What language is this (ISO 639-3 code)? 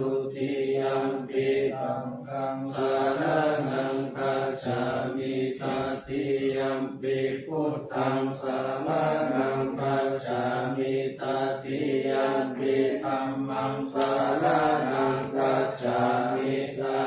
pli